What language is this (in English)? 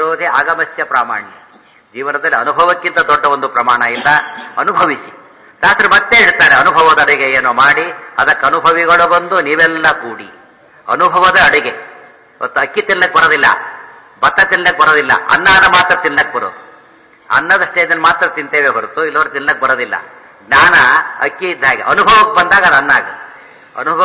Kannada